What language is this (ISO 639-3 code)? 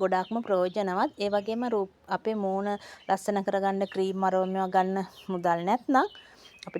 sin